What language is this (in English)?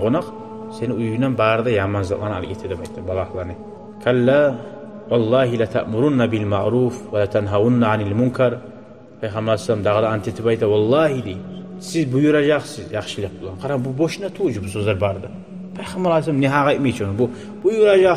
Kumyk